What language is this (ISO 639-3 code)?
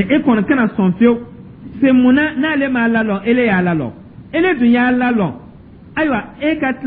dyu